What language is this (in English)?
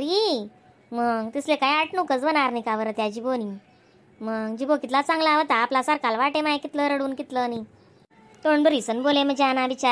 Khandesi